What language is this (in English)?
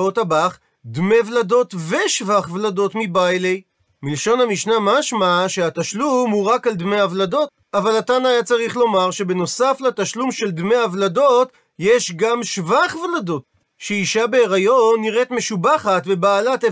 Hebrew